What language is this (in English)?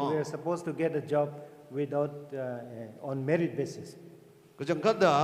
Tangkhul Naga (India)